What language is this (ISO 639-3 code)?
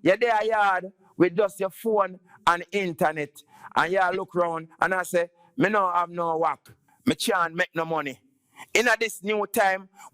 jam